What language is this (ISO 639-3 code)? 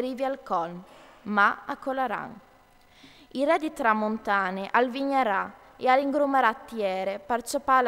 fur